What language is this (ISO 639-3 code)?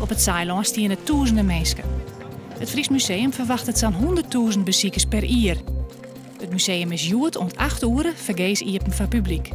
fry